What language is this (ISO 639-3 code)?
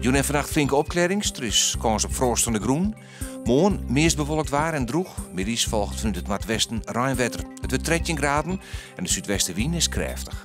fry